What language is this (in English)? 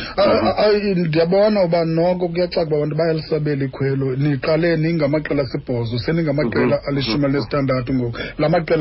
Xhosa